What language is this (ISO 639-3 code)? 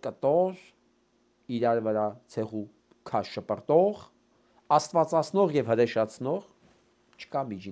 hye